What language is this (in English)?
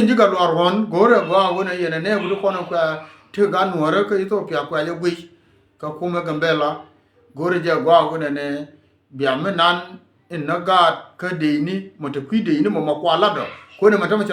Nuer